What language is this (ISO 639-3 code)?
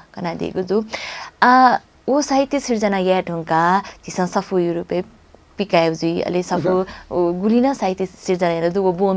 new